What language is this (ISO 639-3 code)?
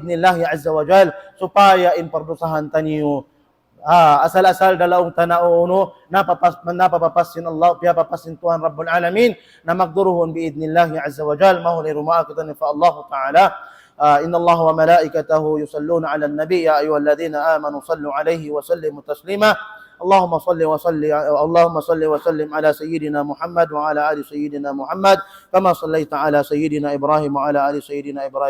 tsg